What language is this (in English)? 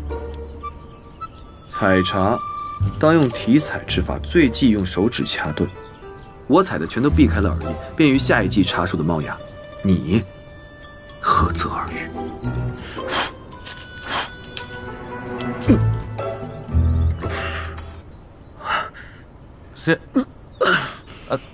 Chinese